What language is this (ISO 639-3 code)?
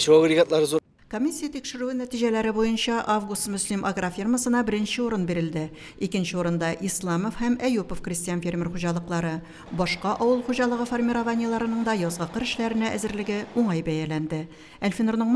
tat